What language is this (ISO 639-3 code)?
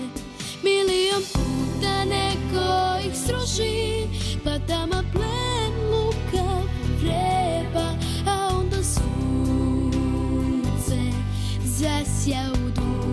srp